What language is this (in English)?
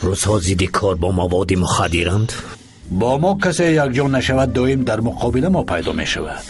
Persian